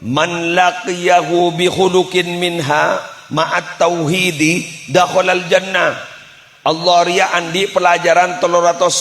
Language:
Madurese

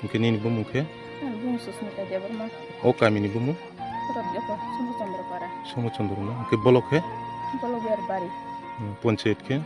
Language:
Kok Borok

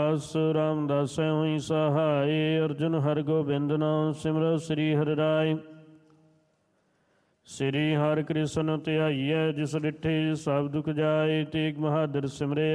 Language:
Punjabi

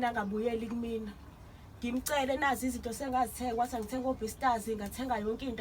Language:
Zulu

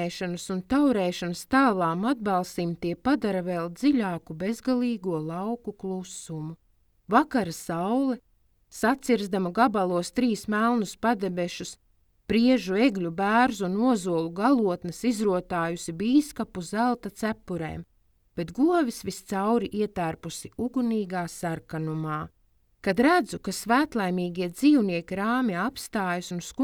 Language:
Latvian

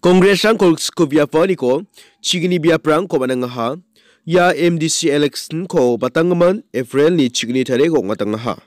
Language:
Garo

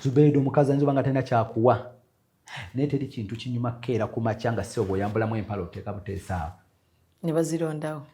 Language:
Ganda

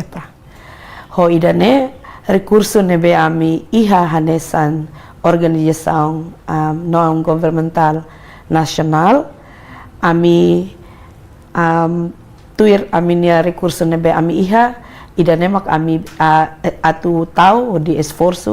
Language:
Tetum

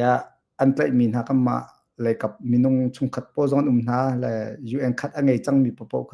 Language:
Hakha Chin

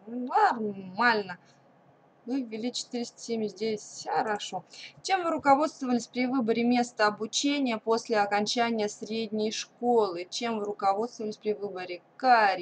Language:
Russian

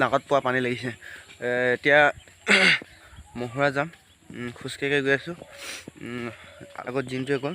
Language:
Assamese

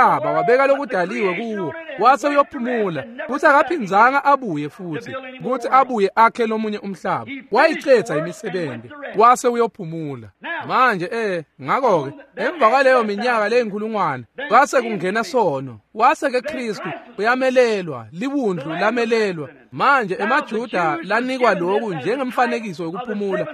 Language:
Swati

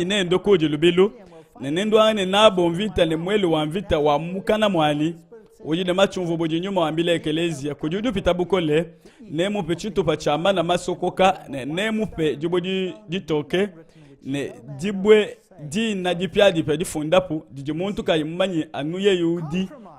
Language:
Luba-Lulua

